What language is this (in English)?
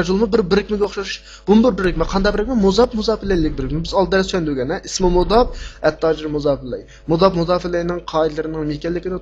Uyghur